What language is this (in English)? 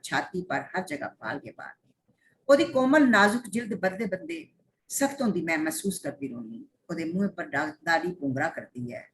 Dogri